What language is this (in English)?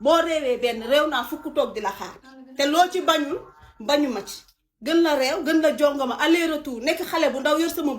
Wolof